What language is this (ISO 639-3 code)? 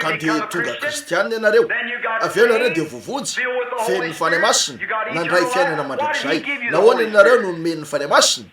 mlg